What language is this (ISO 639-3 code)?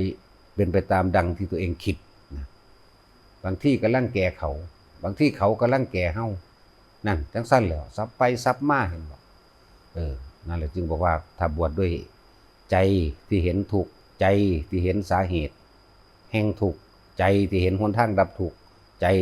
tts